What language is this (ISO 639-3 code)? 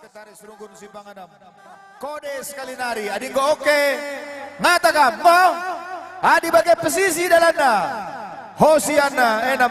btx